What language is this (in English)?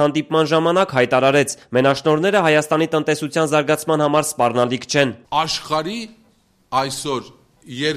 Armenian